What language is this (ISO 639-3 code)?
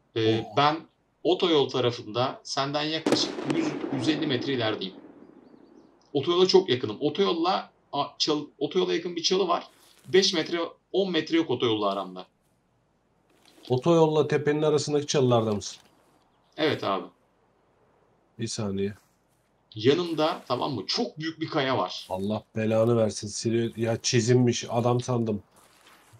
tur